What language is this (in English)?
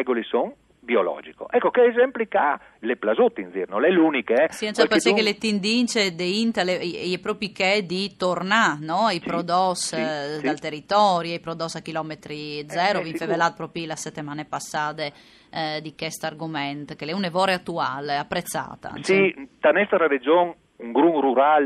Friulian